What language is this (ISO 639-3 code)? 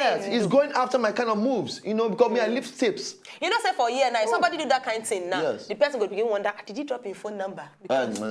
pcm